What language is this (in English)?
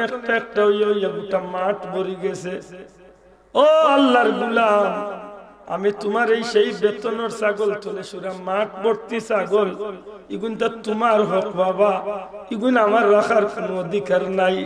Sylheti